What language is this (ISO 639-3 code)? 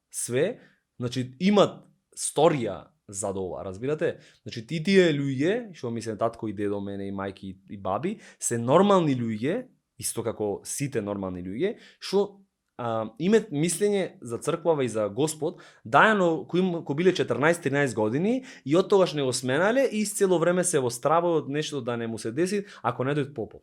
mkd